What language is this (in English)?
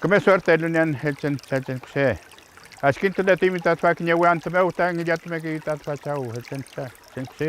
Mapuche